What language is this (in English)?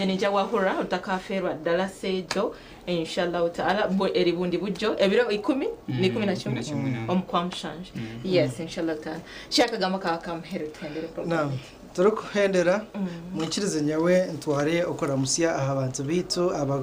Nyankole